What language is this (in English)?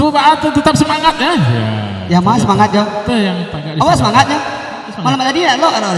Minangkabau